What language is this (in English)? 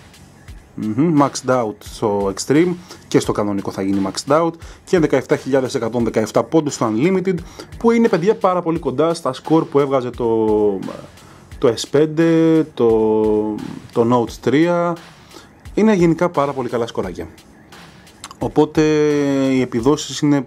Greek